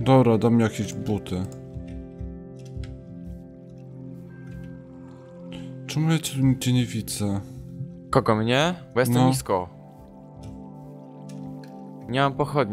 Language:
Polish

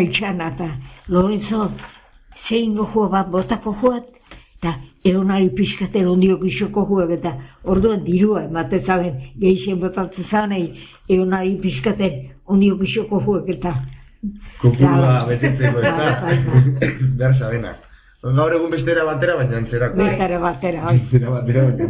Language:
Basque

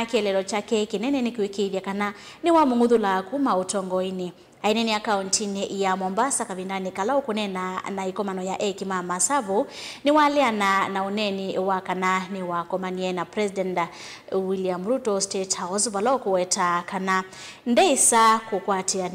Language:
Kamba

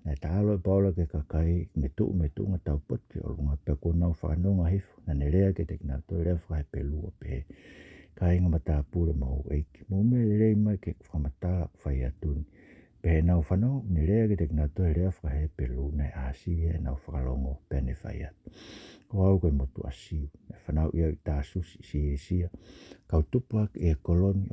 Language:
Tongan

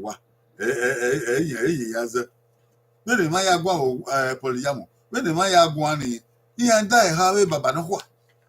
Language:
Bini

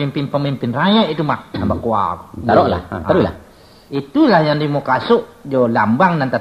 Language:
Minangkabau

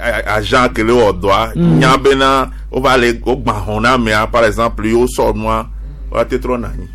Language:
Gen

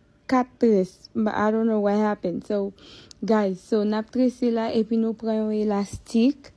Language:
Haitian Creole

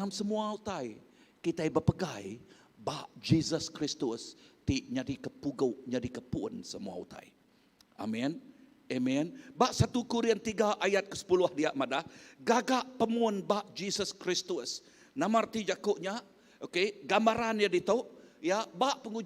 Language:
Iban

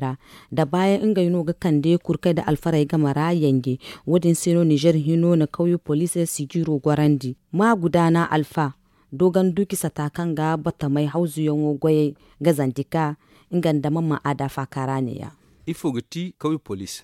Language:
Zarma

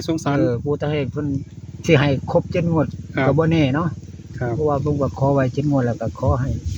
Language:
Northeastern Thai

